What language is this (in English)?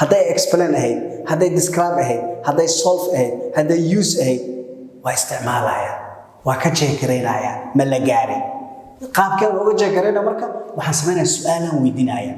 Somali